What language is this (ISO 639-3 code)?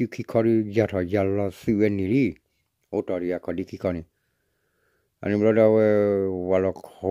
ksw